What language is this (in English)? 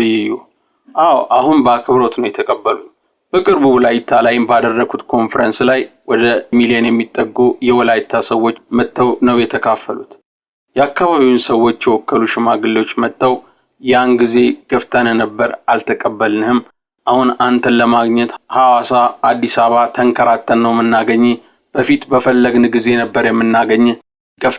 Amharic